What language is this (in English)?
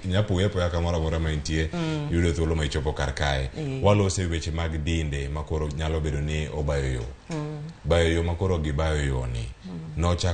Luo (Kenya and Tanzania)